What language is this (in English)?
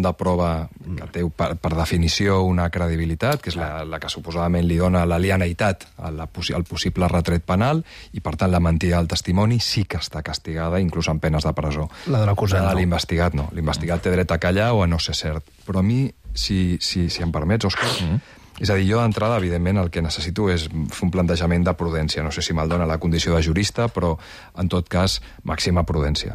Catalan